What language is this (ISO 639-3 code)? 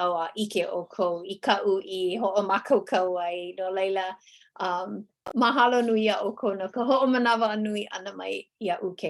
haw